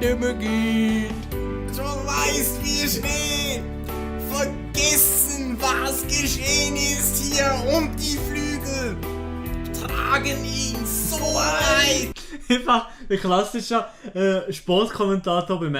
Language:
Swiss German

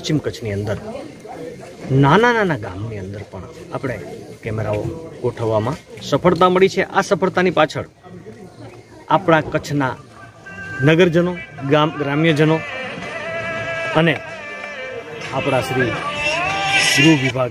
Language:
Gujarati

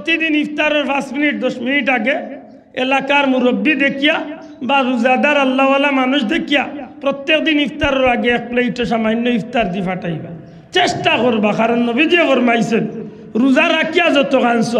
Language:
Sylheti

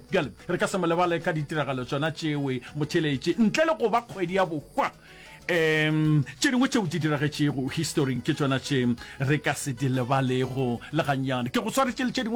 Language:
Northern Sotho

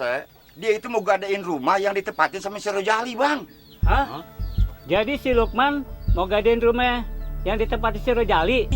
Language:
Betawi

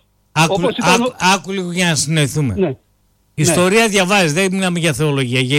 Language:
Greek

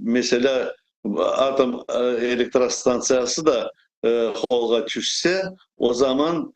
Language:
Crimean Tatar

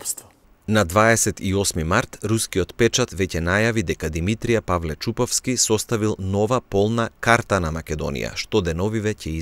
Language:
Macedonian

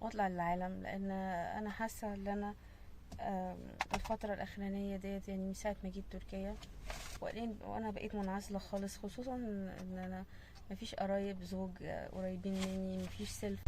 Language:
Egyptian Arabic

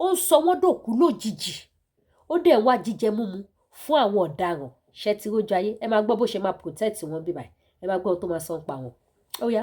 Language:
Yoruba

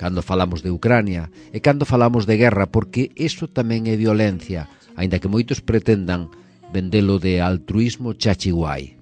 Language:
Galician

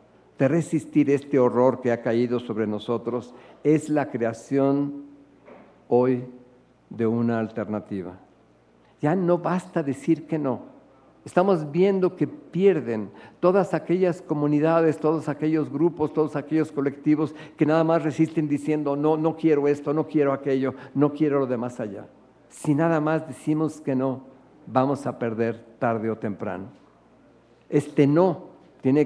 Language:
Spanish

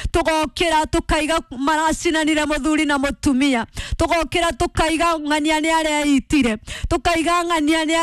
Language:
Kikuyu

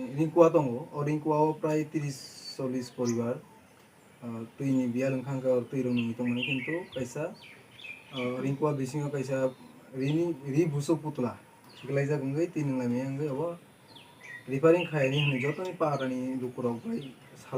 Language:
Kok Borok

